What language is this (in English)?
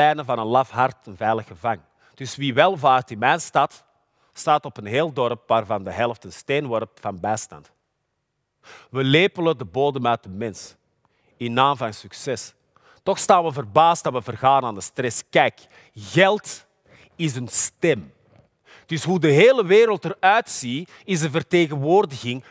Dutch